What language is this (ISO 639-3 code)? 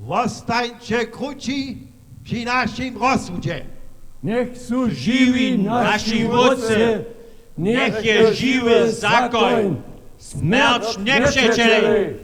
hsb